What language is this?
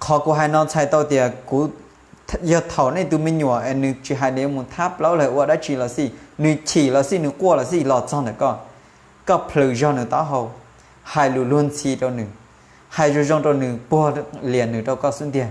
Hmong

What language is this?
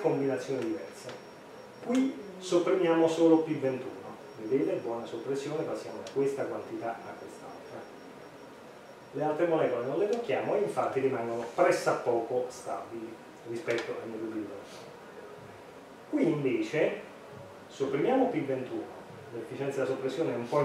Italian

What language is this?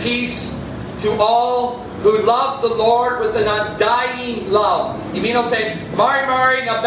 Tok Pisin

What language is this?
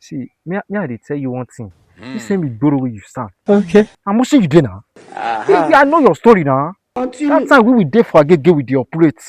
Nigerian Pidgin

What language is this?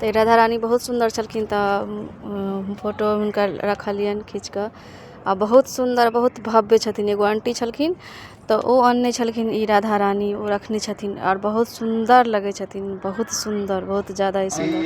Maithili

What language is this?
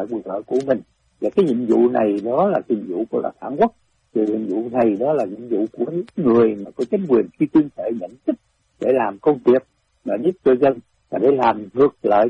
Vietnamese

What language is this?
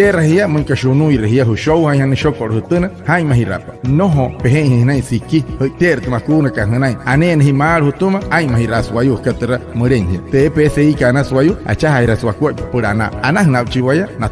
Wayuu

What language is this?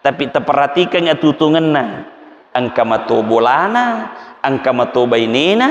Buginese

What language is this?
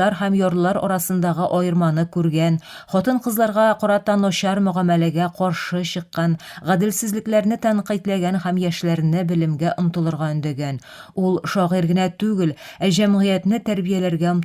Tatar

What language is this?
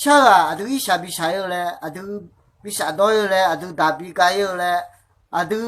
Akha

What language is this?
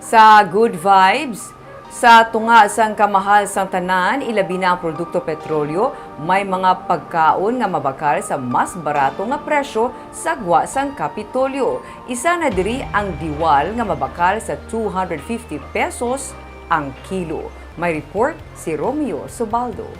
Hiligaynon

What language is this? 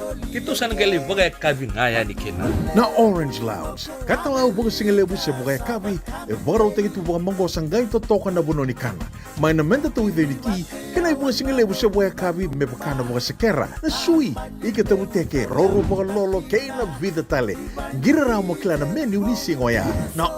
Fijian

